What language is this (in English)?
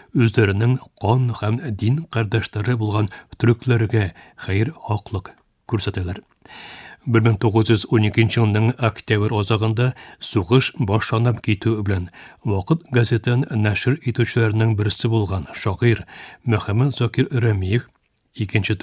Tatar